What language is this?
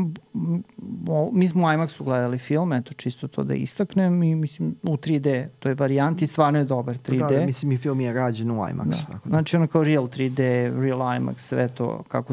Serbian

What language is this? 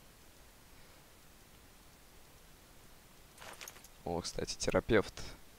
Russian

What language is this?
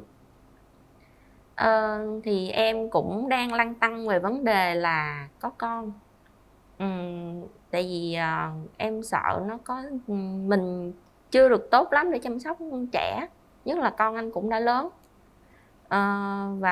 Vietnamese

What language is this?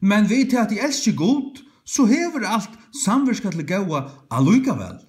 Faroese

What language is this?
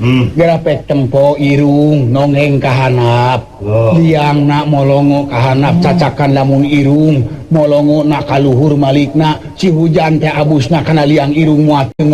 Sundanese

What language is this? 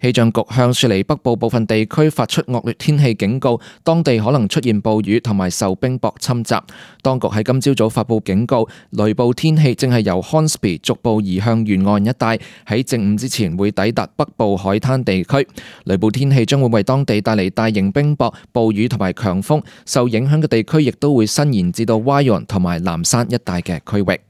Cantonese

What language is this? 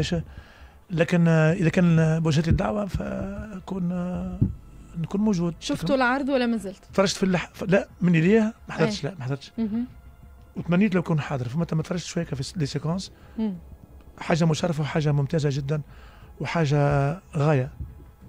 Tunisian Arabic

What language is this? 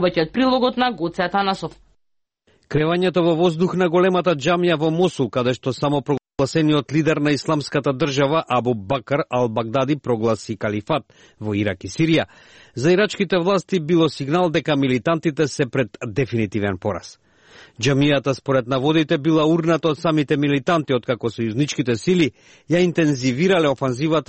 Macedonian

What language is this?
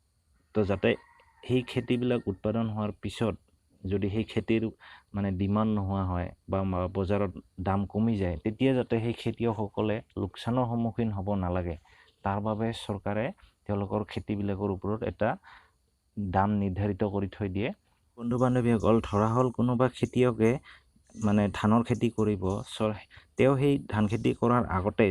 Assamese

